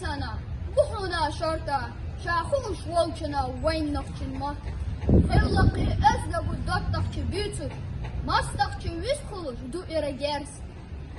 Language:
Chechen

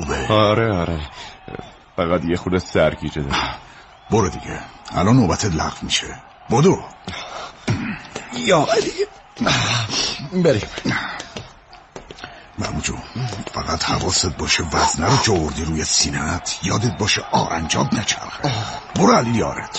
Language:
Persian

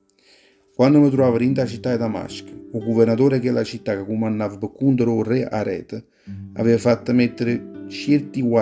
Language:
Neapolitan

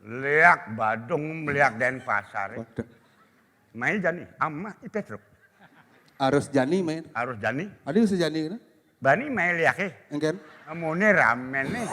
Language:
Balinese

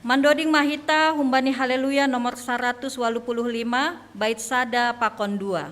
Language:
Batak Simalungun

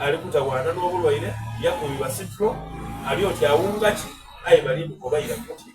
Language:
Soga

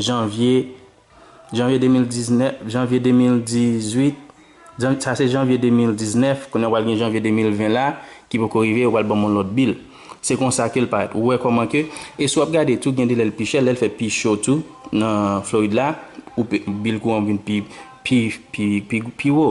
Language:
Haitian Creole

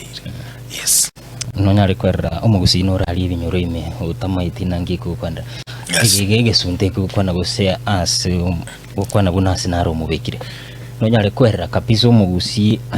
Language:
Gusii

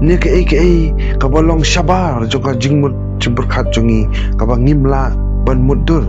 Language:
Khasi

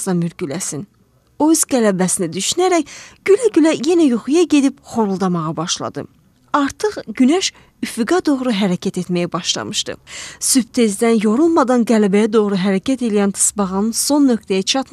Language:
Azerbaijani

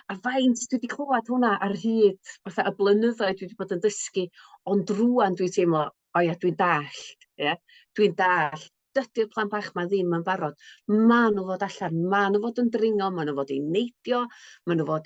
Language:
Welsh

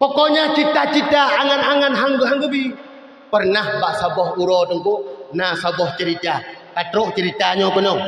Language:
Achinese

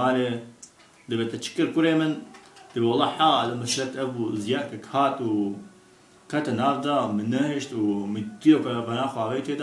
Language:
Kurdish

